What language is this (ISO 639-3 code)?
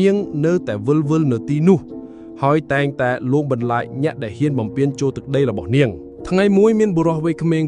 khm